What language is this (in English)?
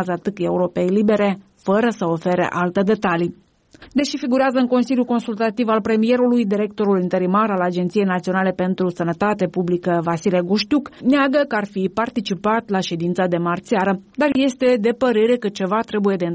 Romanian